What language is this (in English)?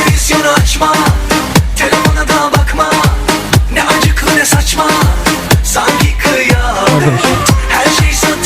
Kara-Kalpak